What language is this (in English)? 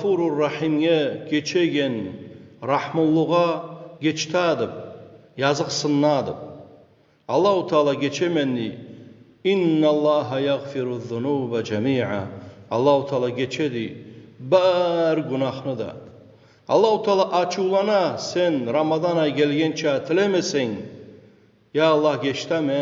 Kumyk